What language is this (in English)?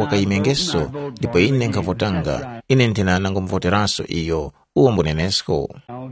Tumbuka